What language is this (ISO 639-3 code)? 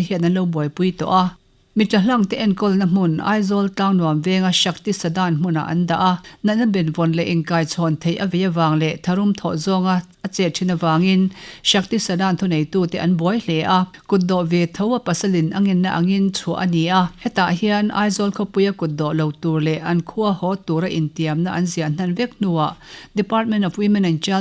lus